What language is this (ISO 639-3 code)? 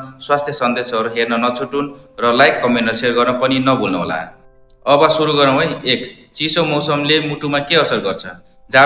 nep